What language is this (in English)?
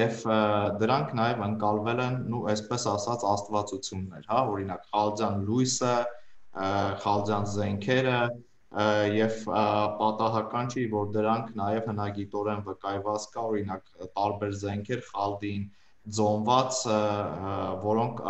Armenian